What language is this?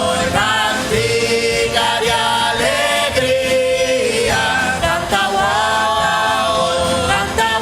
Papiamento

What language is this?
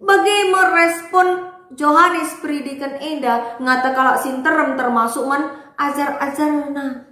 Batak Karo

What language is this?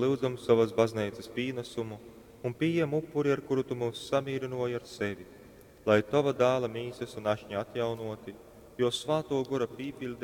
Latgalian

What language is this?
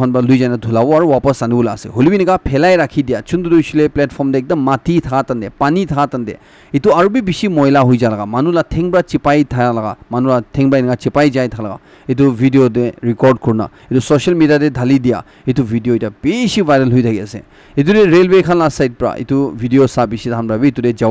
Naga Pidgin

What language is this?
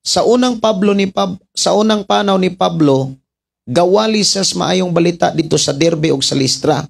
Cebuano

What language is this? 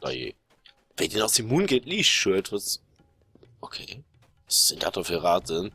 Luxembourgish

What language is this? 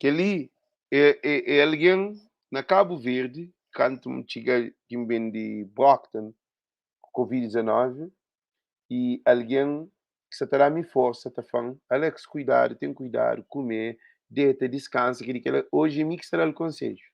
Kabuverdianu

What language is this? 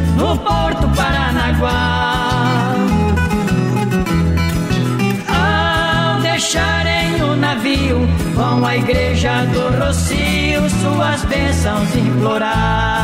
Portuguese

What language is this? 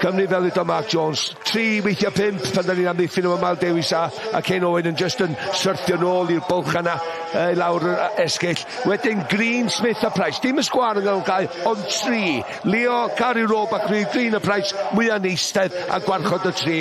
Welsh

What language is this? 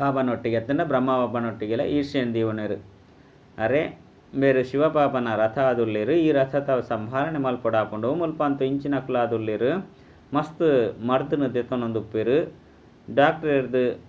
Tulu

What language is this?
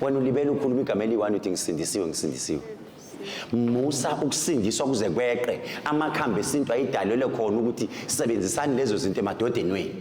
Zulu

